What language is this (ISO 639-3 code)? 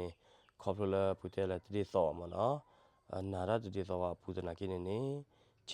ksw